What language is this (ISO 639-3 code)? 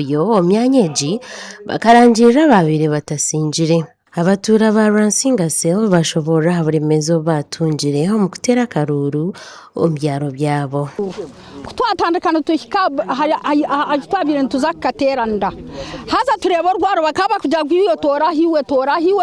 nyn